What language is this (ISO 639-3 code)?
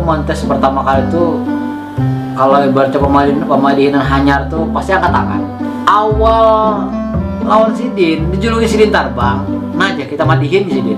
bjn